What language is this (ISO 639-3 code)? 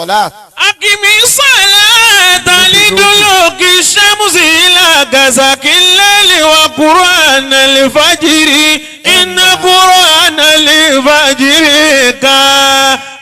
yor